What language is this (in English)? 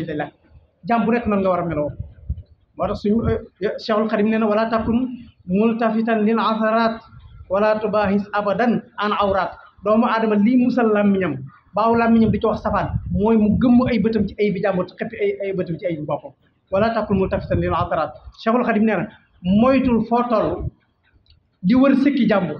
Wolof